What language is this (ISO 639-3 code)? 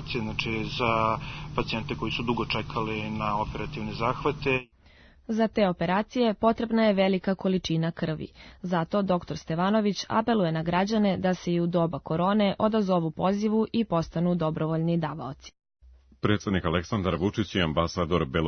srp